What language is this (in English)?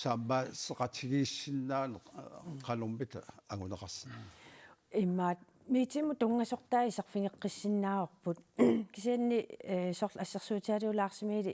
Kalaallisut